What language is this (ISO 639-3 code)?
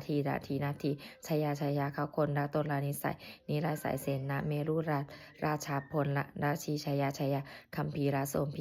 pli